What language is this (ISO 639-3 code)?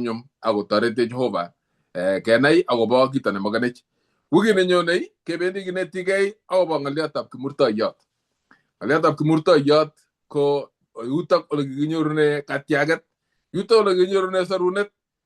kln